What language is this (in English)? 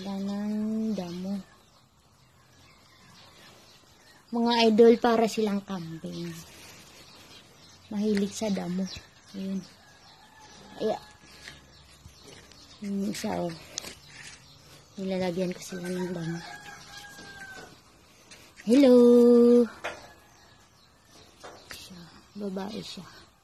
Filipino